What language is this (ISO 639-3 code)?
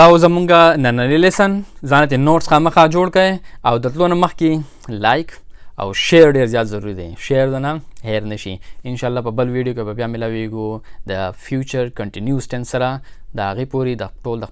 pus